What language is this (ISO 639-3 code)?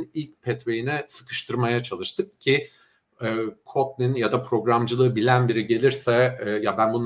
tur